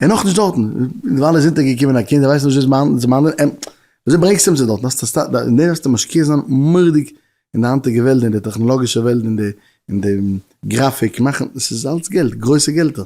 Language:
Yiddish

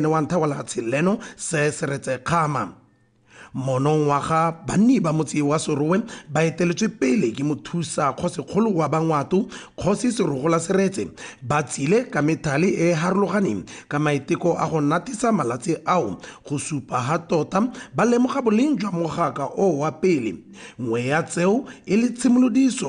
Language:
Tswana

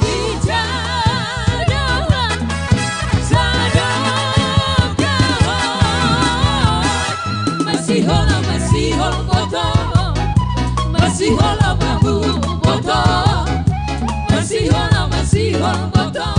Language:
Batak Simalungun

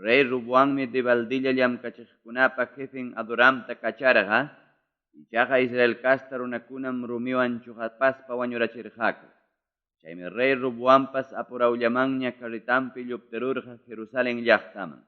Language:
Ayacucho Quechua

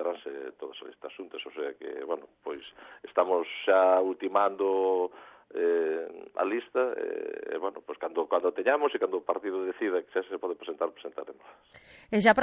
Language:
Galician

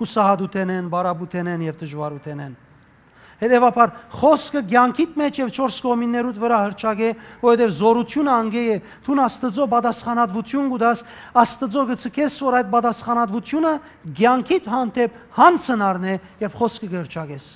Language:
Western Armenian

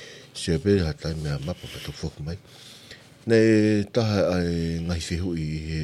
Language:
Tongan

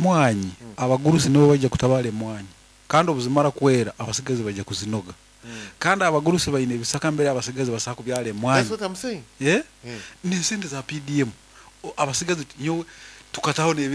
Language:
Nyoro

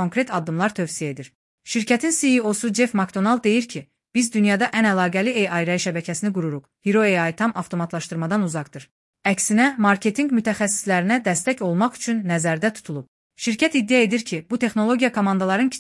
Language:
Azerbaijani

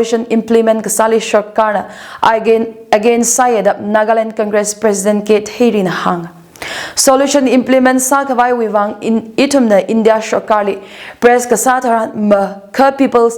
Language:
Tangkhul Naga (India)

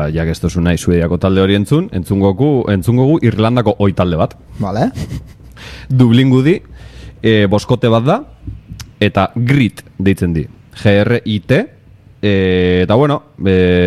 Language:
Basque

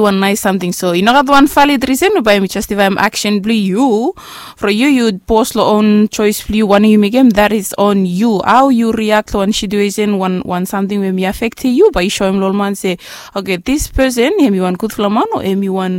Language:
Bislama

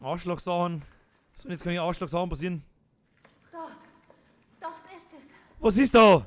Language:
Bavarian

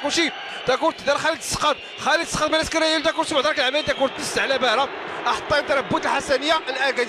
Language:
Moroccan Arabic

